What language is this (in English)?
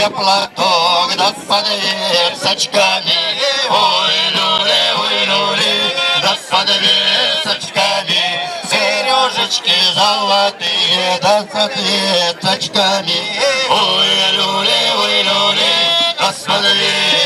Chuvash